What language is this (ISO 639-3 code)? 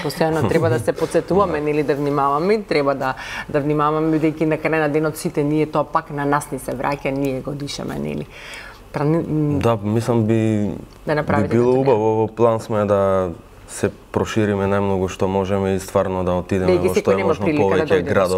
mkd